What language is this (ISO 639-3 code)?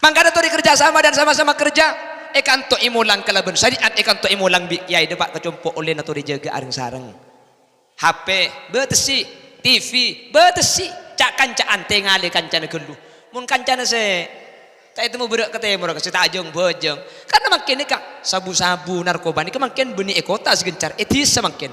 mad